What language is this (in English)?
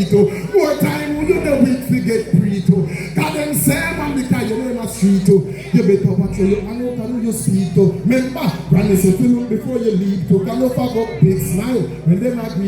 Jamaican Creole English